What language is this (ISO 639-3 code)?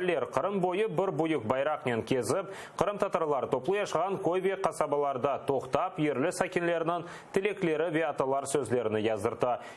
crh